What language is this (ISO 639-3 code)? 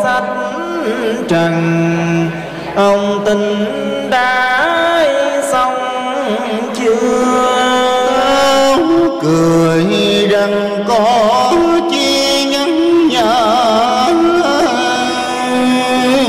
vie